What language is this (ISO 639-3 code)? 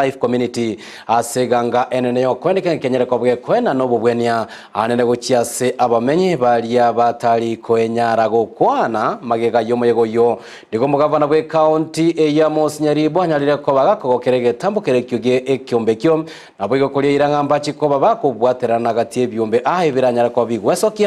guz